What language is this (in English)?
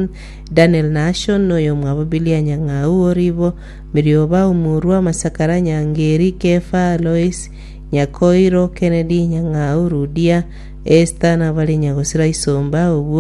Gusii